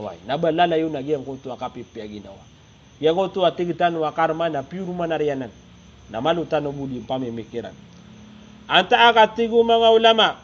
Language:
Maranao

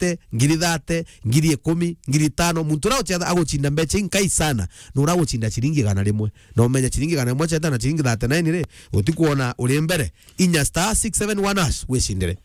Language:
Meru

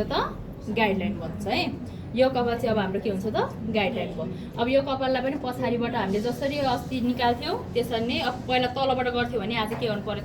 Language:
Nepali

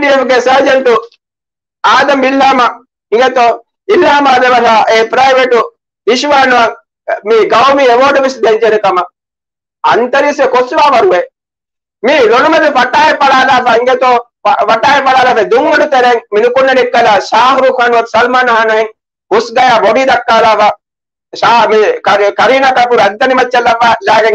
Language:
Divehi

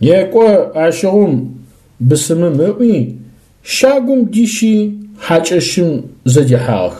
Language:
Adyghe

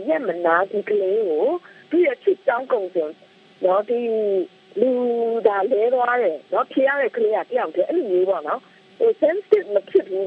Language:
Burmese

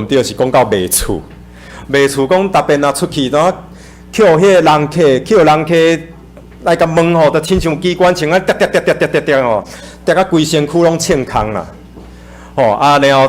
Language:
Min Nan Chinese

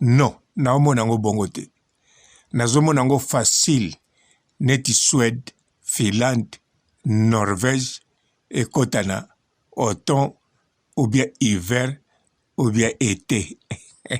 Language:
Lingala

